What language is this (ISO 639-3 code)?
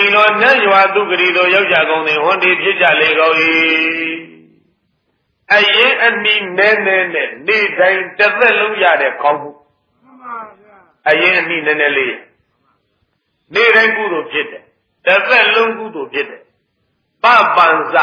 mya